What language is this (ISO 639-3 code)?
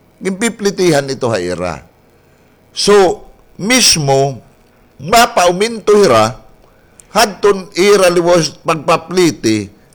war